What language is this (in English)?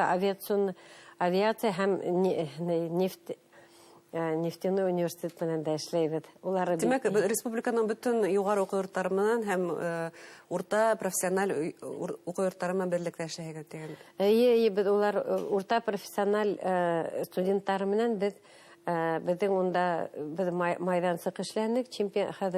Bashkir